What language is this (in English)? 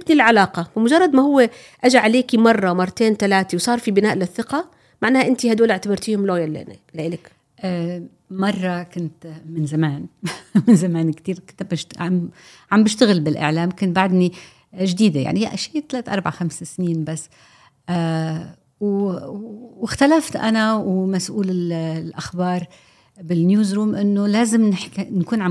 North Levantine Arabic